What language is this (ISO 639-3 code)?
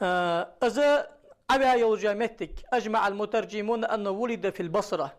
inh